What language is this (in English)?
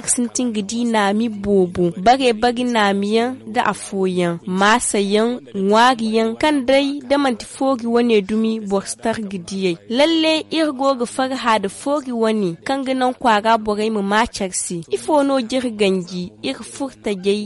Zarma